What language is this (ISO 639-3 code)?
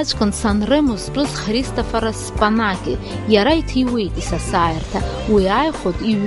abk